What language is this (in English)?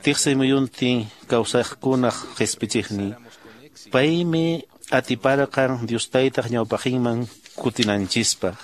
Quechua